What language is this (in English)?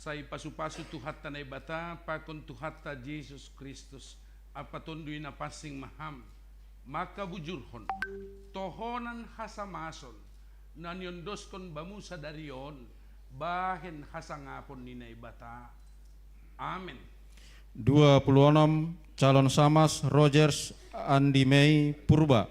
Batak Simalungun